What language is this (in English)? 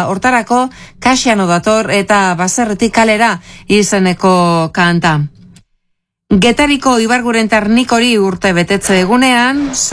Basque